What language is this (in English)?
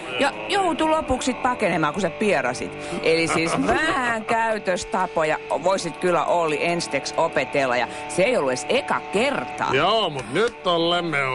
Finnish